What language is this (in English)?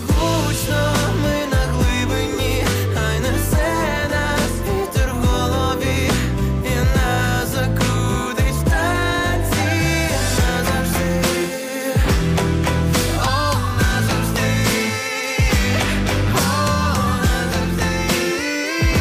Ukrainian